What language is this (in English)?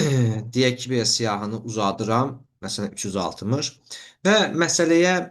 Azerbaijani